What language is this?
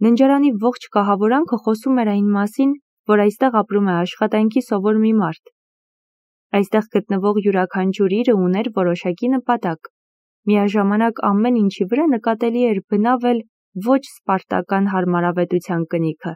Armenian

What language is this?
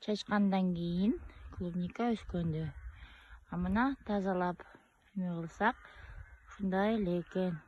Kyrgyz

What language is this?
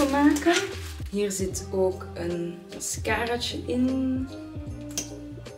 Dutch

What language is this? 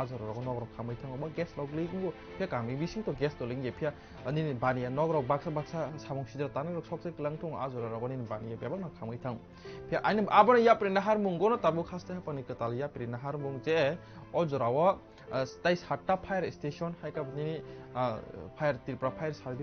Kok Borok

